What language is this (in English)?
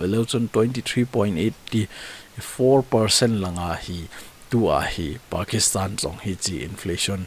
Thado Chin